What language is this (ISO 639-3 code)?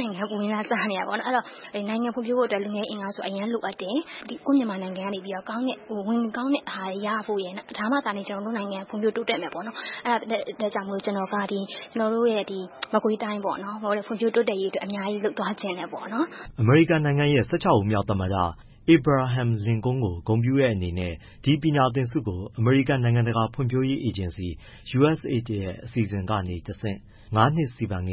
mya